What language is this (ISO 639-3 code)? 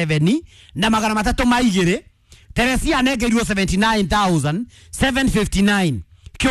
kik